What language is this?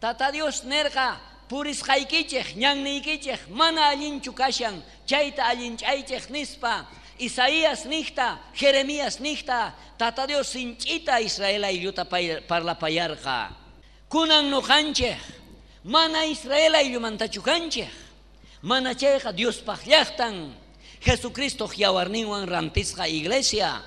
South Bolivian Quechua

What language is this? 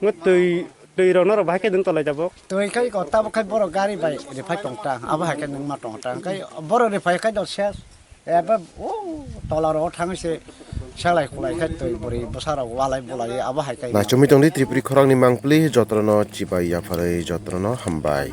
Kok Borok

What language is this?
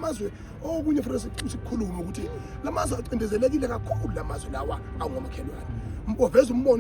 Zulu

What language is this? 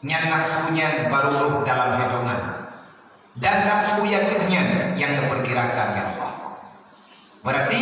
Achinese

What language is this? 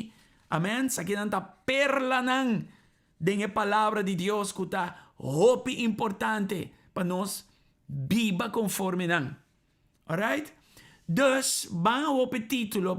Papiamento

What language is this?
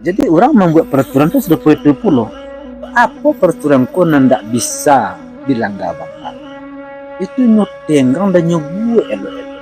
Minangkabau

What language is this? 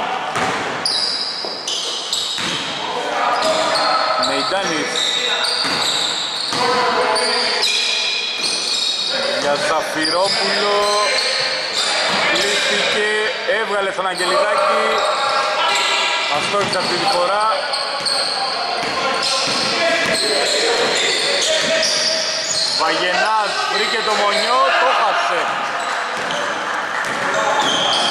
Greek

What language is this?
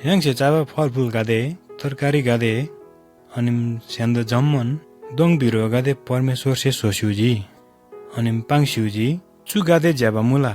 Eastern Tamang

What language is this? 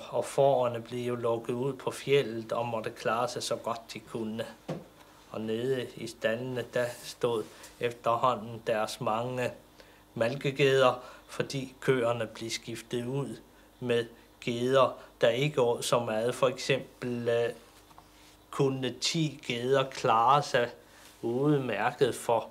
Danish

